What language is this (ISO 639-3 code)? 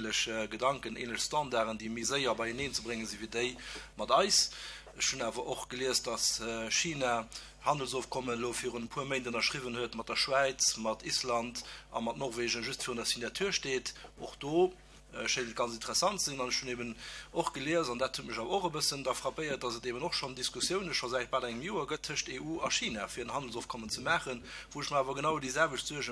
ltz